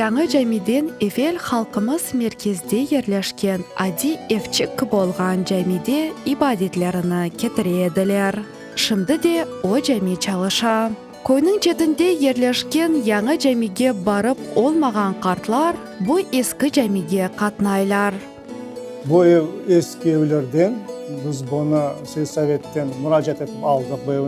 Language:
Crimean Tatar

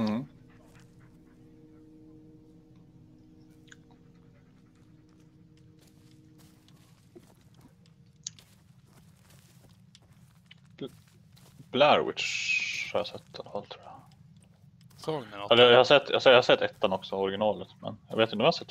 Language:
Swedish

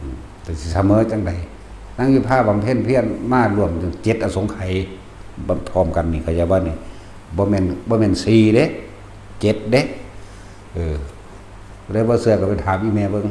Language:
Northeastern Thai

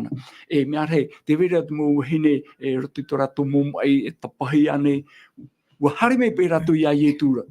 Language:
Tahitian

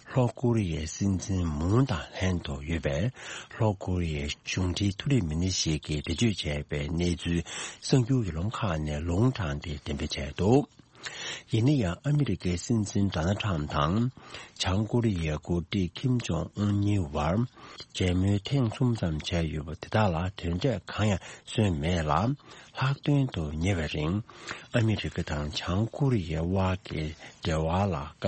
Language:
Tibetan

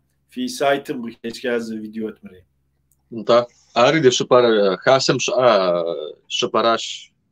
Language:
Kabardian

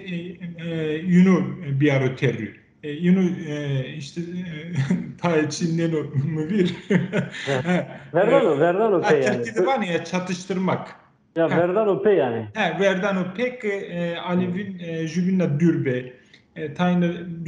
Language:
Zaza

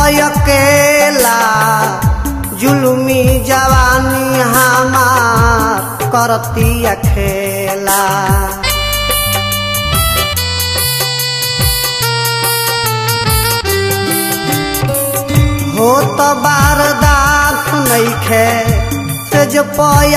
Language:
Bhojpuri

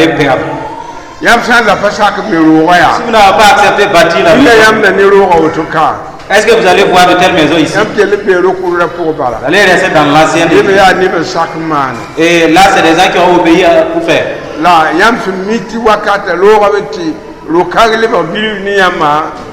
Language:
Mossi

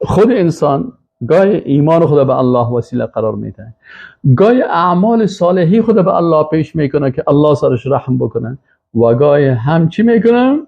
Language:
Persian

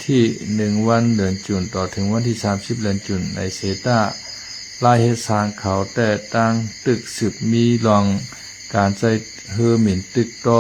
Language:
Shan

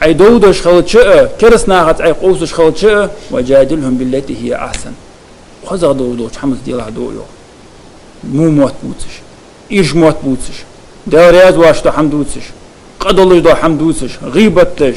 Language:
Ingush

